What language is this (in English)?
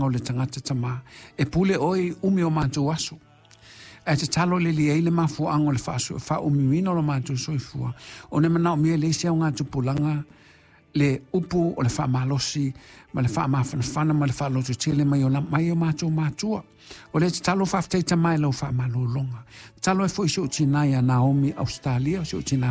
Samoan